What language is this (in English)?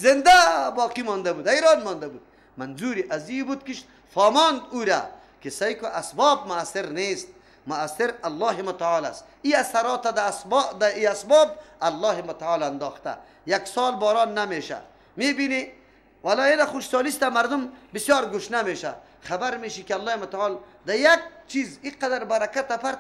Persian